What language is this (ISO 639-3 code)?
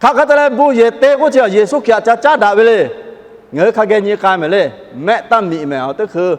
lhu